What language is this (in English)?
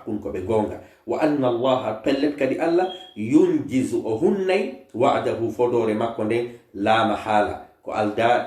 Fula